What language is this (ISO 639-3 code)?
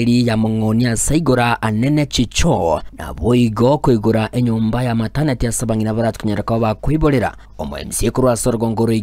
guz